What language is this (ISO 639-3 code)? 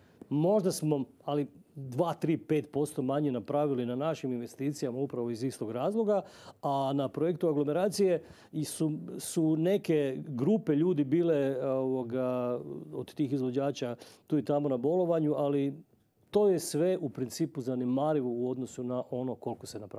hrv